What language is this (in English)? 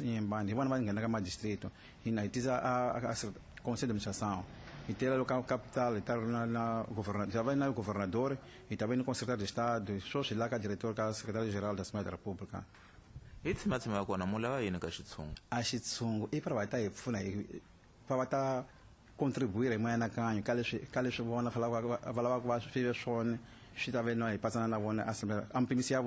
Tsonga